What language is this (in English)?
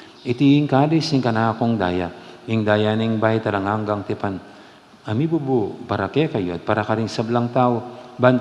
Pampanga